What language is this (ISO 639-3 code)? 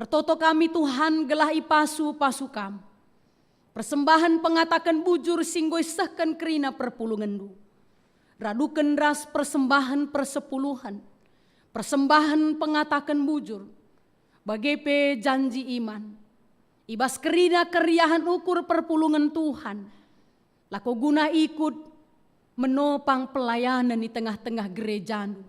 btx